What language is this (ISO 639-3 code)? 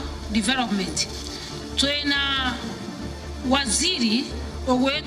mer